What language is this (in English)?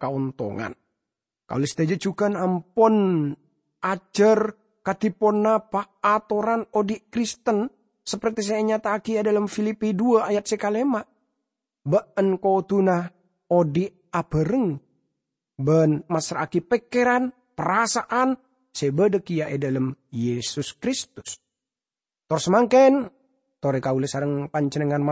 Madurese